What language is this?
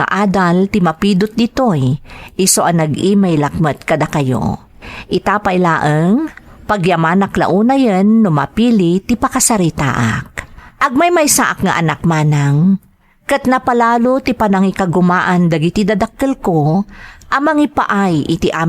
Iloko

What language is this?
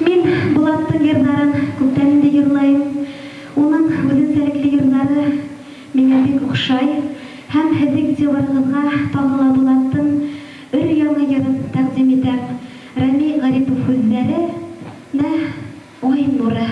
Bashkir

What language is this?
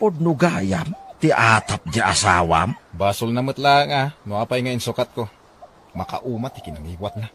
Iloko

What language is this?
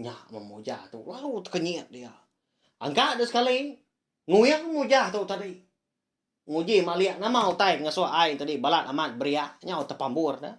Iban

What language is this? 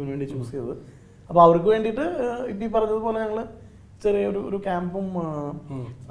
Malayalam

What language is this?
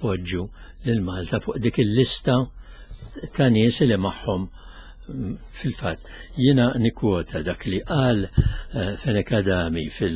Maltese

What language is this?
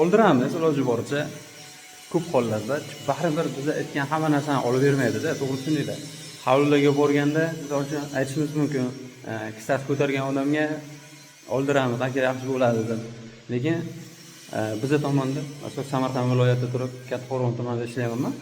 Uzbek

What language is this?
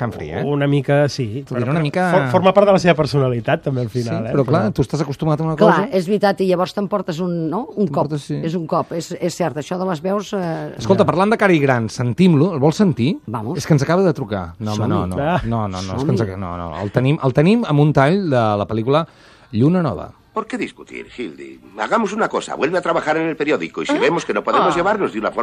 Catalan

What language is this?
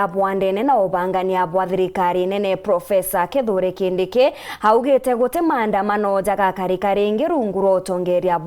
Meru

